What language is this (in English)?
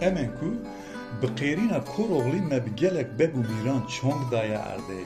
Kurdish